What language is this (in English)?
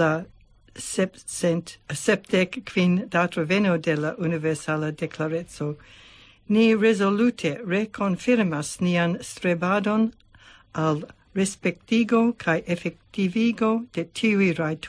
Esperanto